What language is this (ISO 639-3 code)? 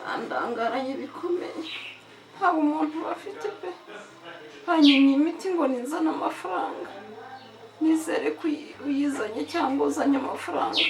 kin